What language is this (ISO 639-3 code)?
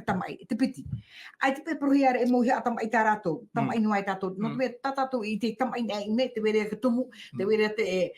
tah